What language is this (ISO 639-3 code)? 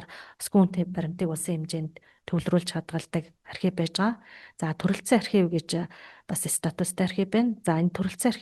mon